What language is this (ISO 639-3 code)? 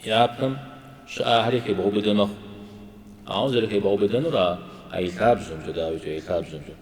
kbd